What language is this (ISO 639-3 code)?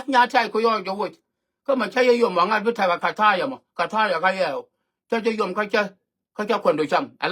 nus